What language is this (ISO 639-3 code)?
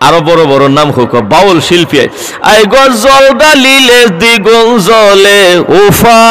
syl